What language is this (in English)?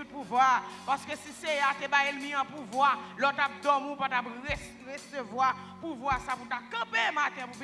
Haitian Creole